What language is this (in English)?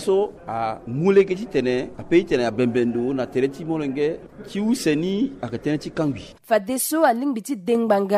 Sango